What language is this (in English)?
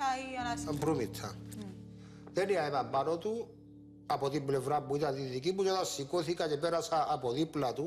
Greek